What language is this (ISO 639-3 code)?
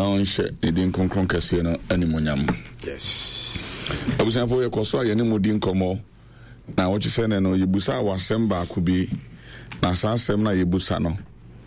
aka